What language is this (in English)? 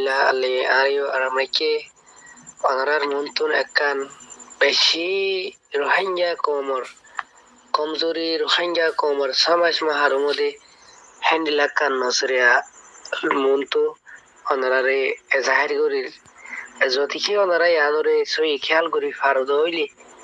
Rohingya